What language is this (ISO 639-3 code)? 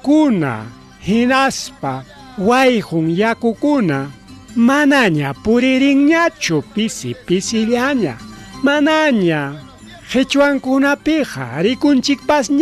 quy